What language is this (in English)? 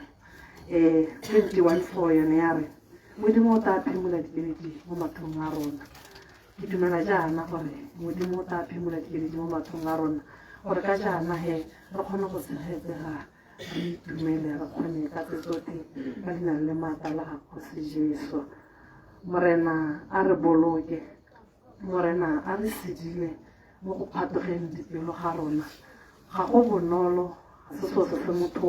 Tswana